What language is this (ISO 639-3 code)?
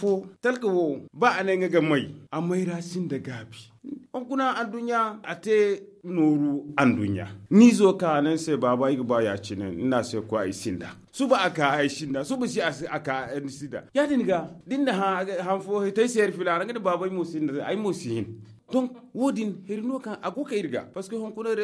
dje